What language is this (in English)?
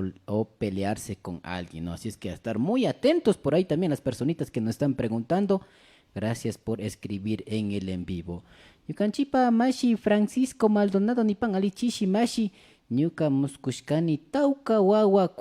Imbabura Highland Quichua